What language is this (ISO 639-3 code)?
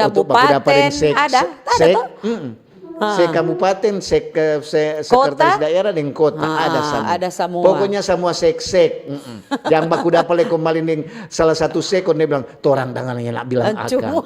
xmm